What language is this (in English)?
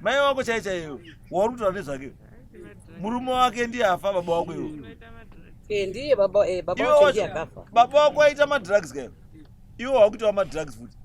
Shona